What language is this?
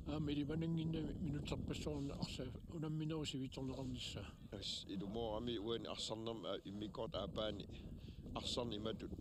Kalaallisut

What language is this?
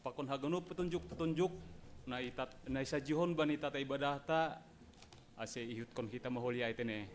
Batak Simalungun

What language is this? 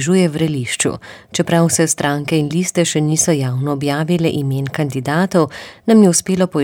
Slovenian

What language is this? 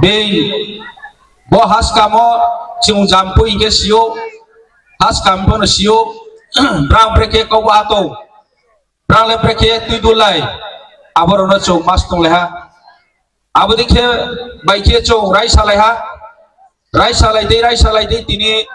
Riang (India)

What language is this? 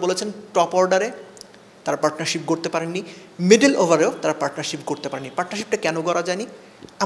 Bangla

